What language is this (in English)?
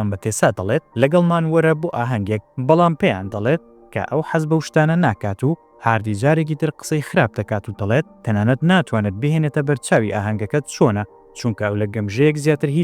Central Kurdish